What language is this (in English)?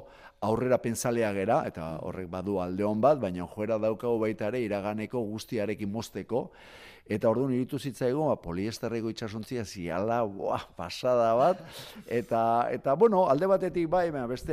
Basque